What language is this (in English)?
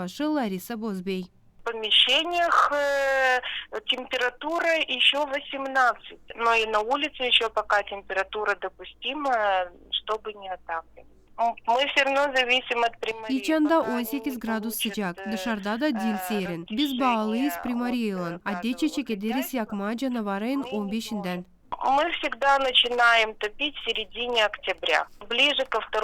Gagauz